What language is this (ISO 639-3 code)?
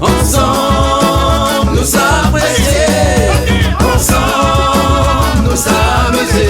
rcf